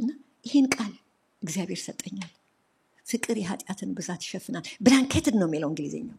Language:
Amharic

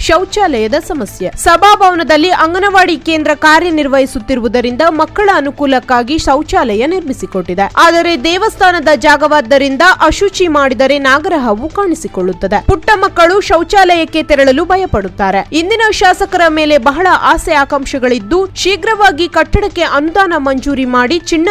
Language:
Kannada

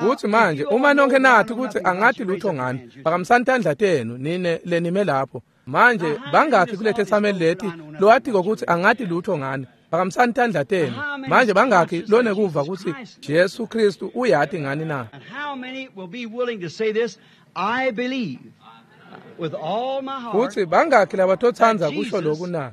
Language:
Swati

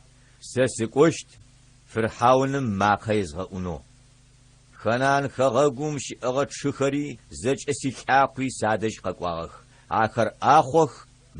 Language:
Adyghe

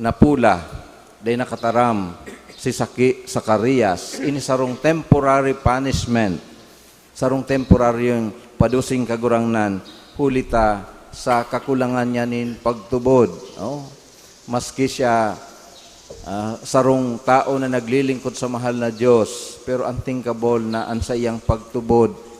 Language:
Bikol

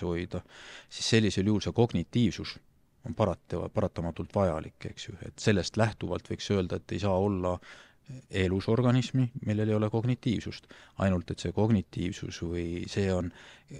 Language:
Estonian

